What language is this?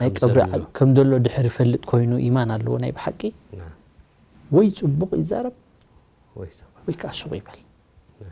Tigrinya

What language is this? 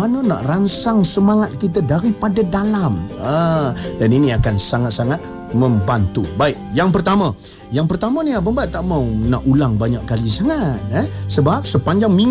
Malay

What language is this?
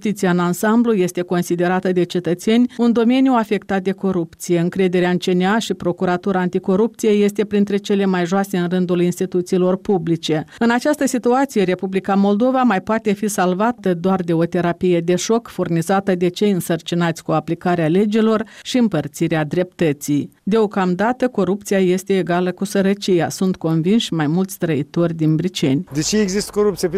Romanian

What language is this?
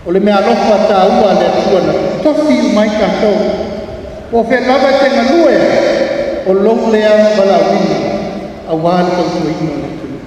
Samoan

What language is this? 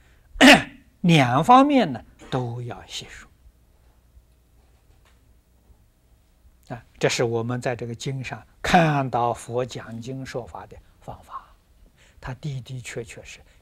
Chinese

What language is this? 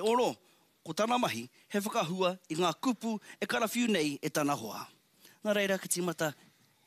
Māori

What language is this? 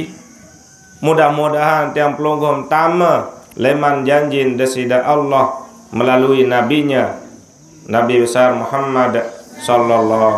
Sasak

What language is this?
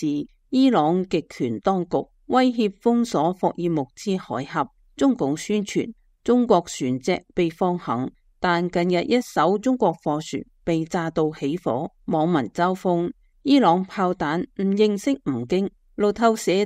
Cantonese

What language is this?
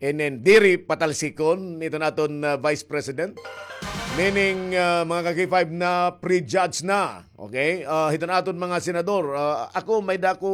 Waray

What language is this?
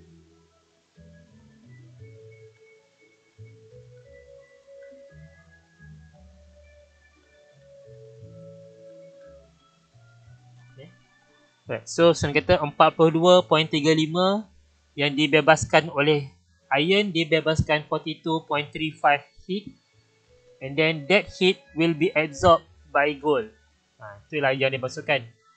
Malay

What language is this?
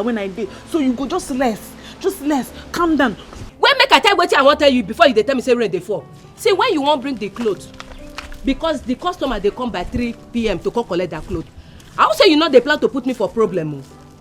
Nigerian Pidgin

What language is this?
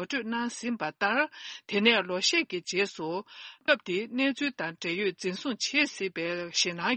Tibetan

